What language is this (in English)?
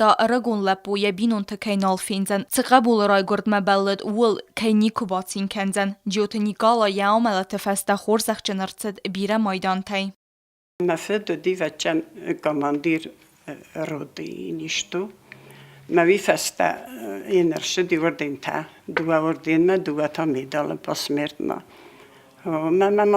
Ossetic